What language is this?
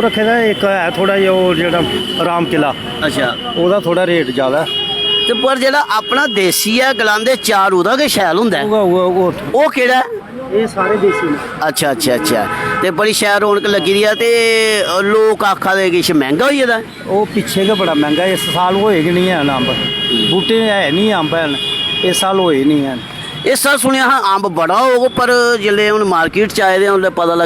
Dogri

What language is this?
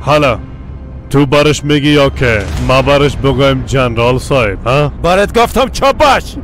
Persian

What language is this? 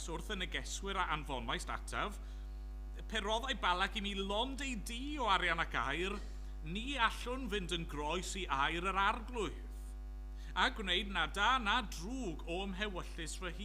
Welsh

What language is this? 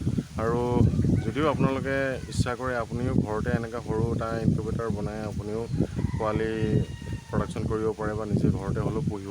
Assamese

